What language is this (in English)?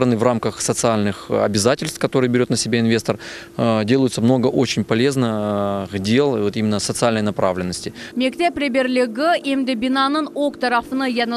Crimean Tatar